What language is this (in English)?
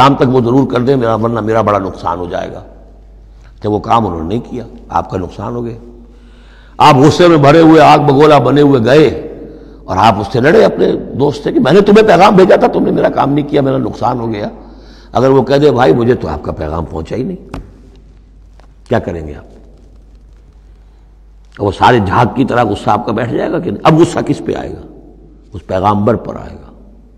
Urdu